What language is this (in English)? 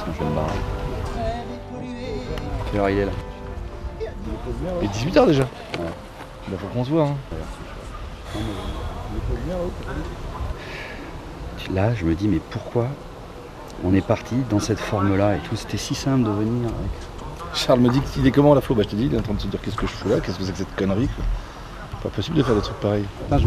French